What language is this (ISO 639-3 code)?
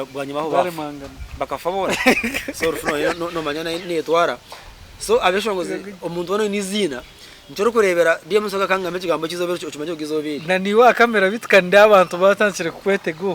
nyn